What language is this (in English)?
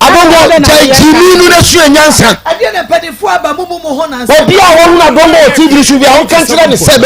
Akan